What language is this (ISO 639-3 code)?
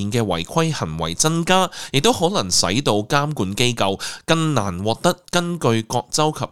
yue